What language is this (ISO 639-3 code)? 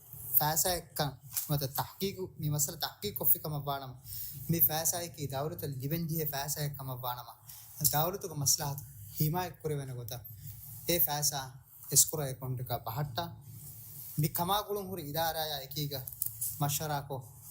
div